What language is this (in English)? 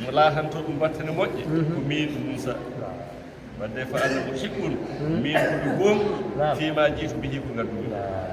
Fula